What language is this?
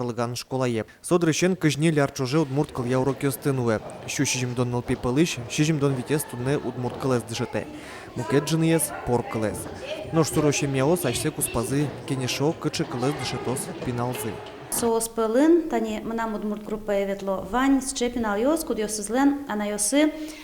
Udmurt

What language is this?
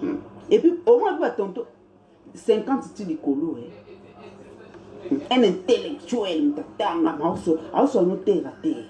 Lingala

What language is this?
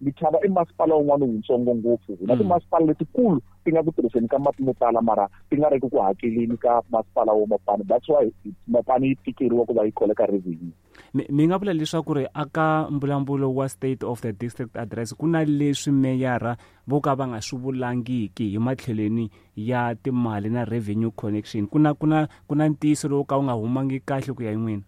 Tsonga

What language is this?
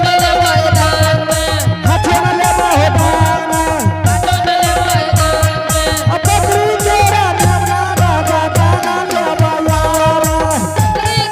Angika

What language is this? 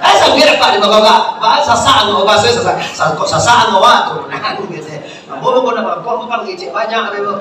Minangkabau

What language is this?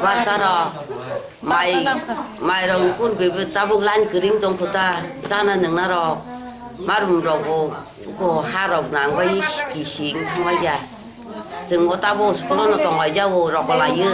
Kok Borok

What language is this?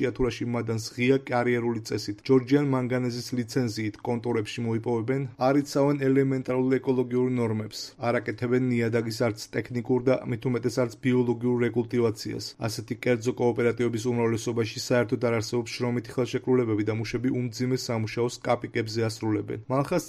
Georgian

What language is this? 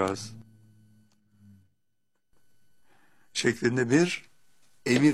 Turkish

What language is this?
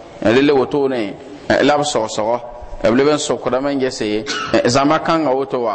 Mossi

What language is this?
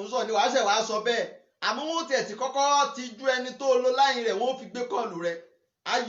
Yoruba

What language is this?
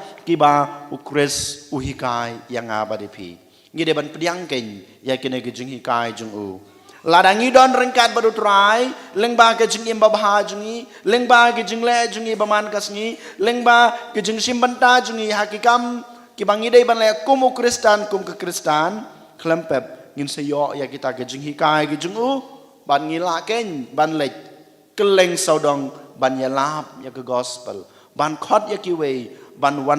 Khasi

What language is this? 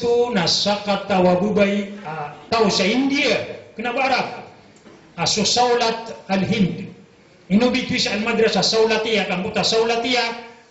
Maranao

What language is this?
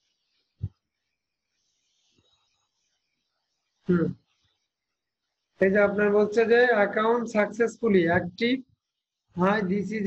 Bangla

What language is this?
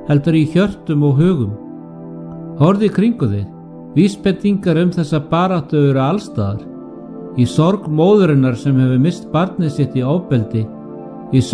Icelandic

